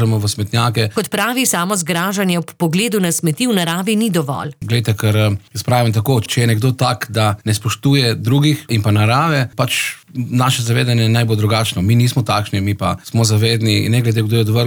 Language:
Slovenian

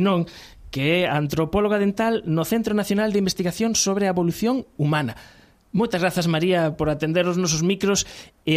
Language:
Galician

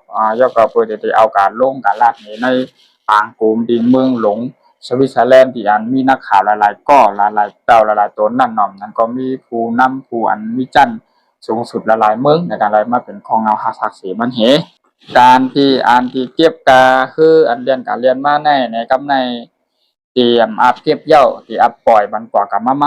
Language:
Shan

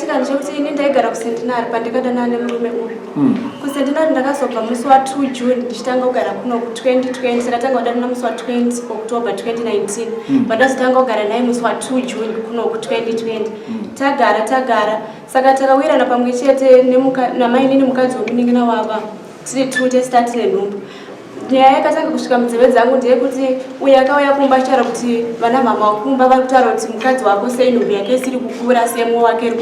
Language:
Shona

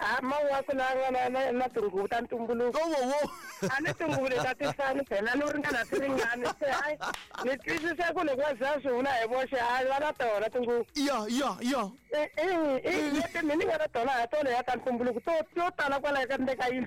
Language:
Tsonga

